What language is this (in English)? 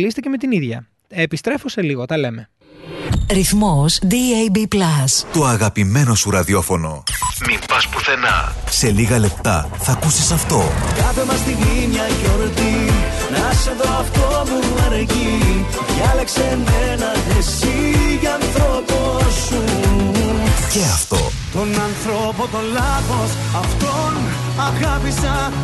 Greek